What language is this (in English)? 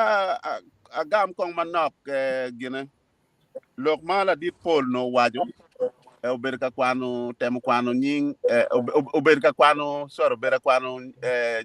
Acoli